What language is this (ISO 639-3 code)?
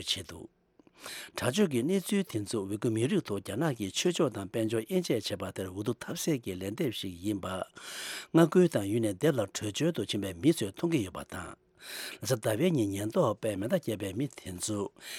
bod